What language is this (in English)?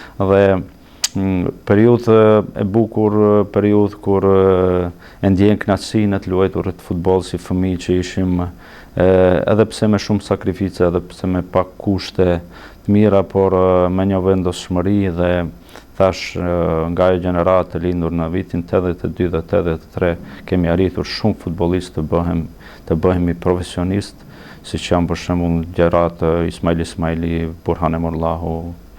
Albanian